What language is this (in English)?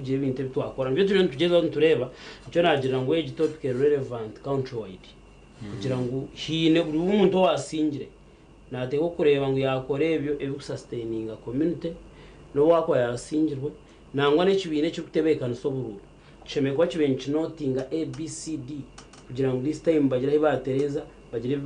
Nyankole